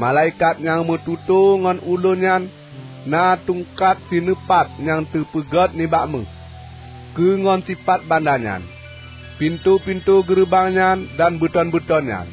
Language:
Achinese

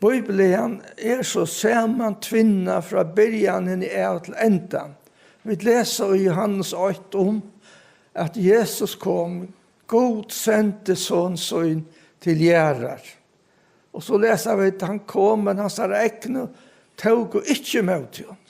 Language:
Faroese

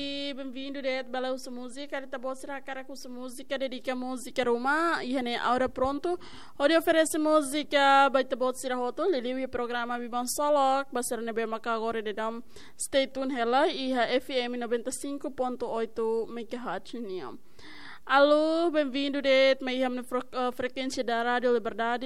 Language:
Tetum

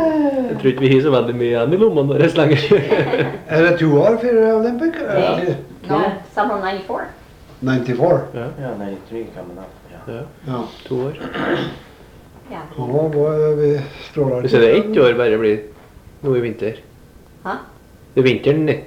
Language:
Norwegian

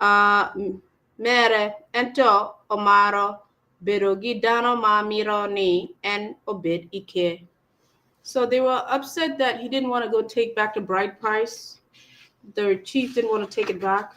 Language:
Acoli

